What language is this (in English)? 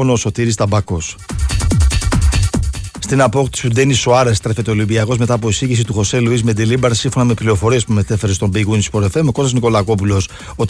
Greek